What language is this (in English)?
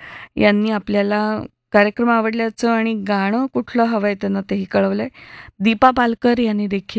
Marathi